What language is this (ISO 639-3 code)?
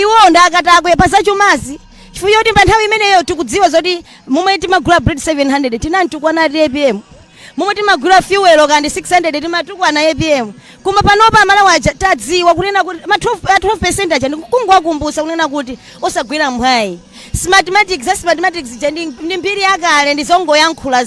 nya